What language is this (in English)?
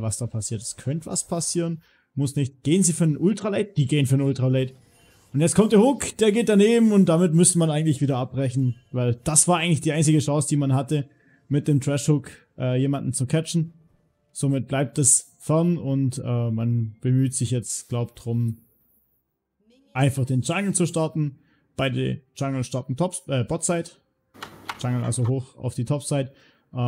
German